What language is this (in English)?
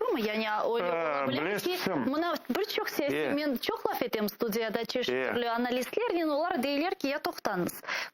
Crimean Tatar